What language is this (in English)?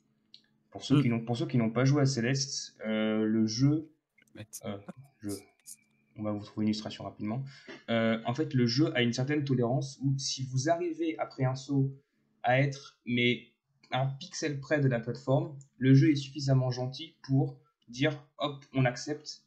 French